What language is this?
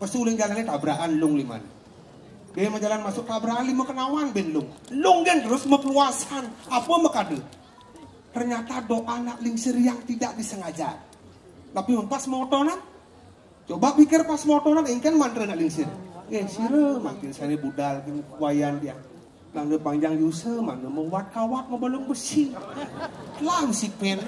Balinese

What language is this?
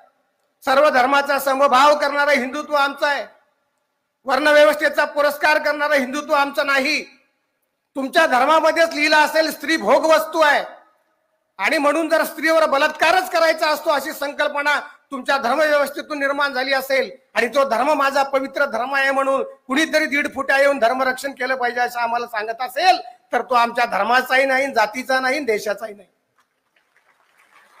Marathi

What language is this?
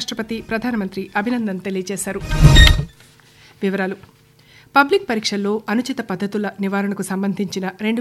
Telugu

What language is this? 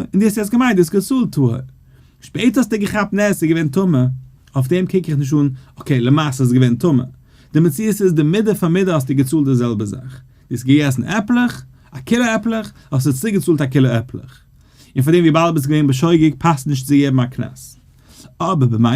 Yiddish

